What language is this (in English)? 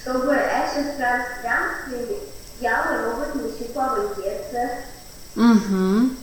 Erzya